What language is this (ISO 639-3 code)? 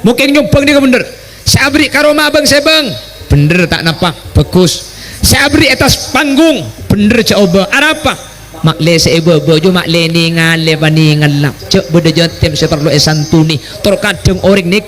mad